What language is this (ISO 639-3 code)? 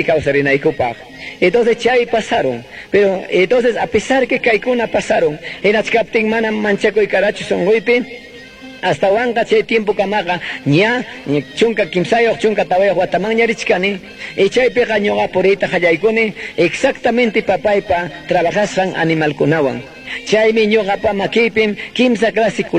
que